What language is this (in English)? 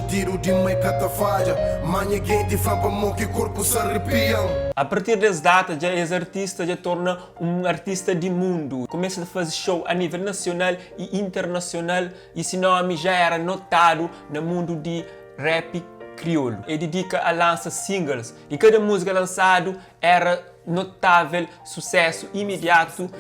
Kabuverdianu